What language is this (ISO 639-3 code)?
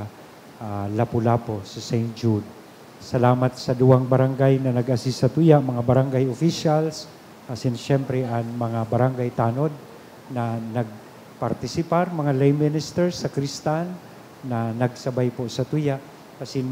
bik